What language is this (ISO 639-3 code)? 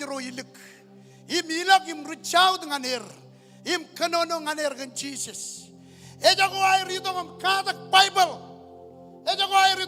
mah